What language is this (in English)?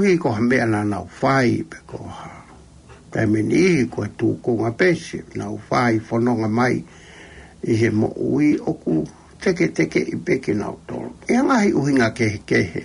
Tongan